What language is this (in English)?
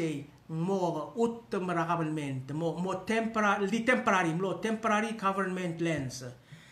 Palauan